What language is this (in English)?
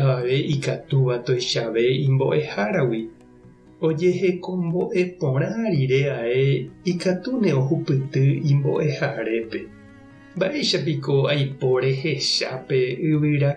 Guarani